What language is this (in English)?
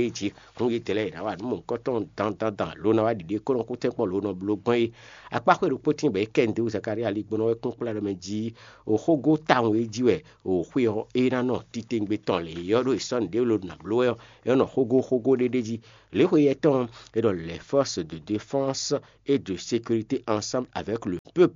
Fon